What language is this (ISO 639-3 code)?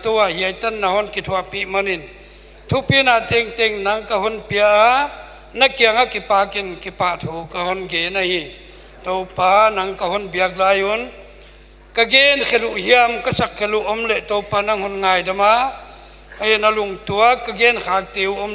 pck